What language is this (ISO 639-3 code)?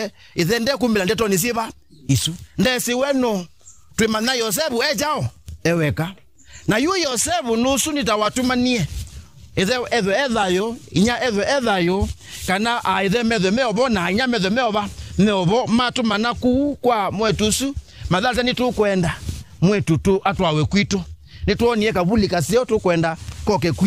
kam